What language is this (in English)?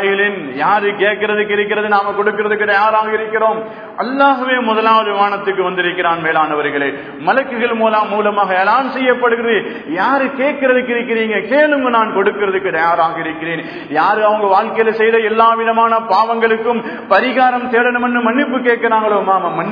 Tamil